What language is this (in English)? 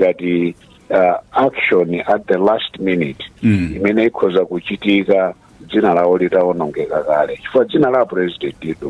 Nyanja